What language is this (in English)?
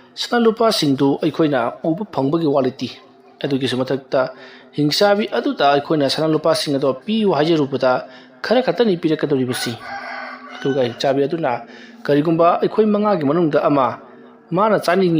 Manipuri